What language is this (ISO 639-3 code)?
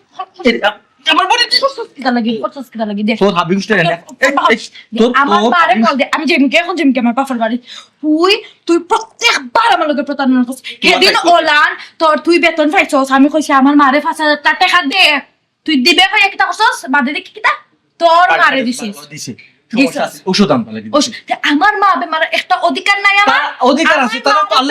syl